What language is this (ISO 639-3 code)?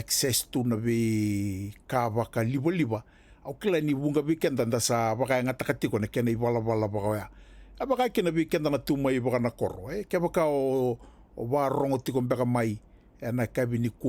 fij